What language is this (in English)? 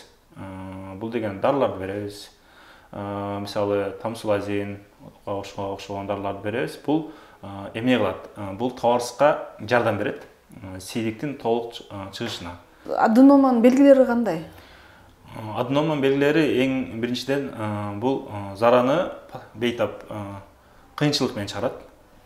Kyrgyz